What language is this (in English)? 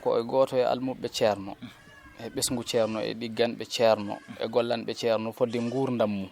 Fula